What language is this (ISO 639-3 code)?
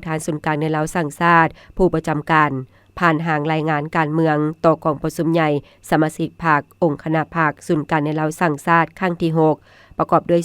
lao